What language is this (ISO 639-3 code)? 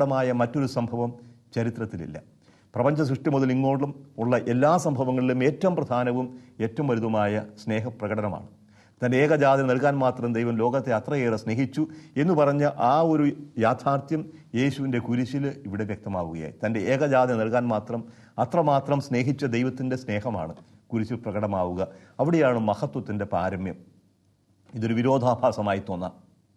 mal